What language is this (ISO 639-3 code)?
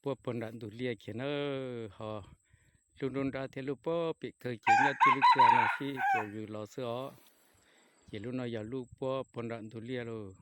hmn